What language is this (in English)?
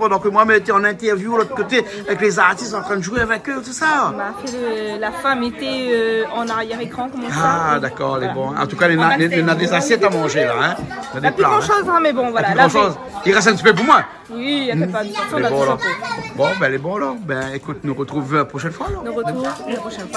Réunion Creole French